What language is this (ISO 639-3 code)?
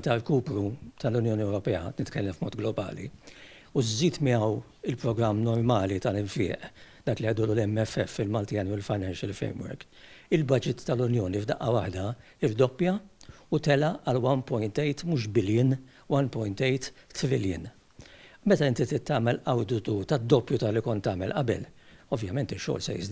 mlt